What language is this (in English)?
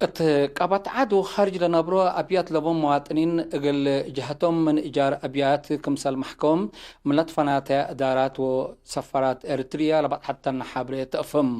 Tigre